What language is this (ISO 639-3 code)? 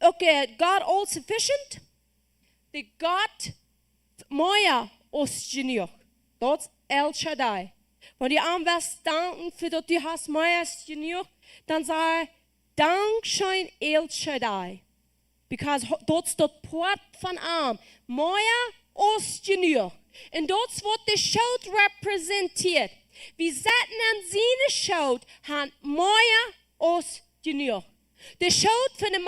pdt